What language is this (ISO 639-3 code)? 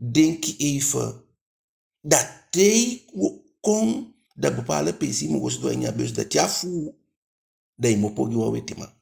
djk